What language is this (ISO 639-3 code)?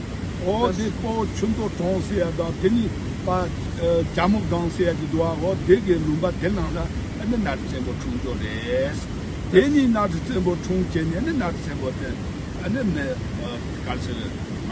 bod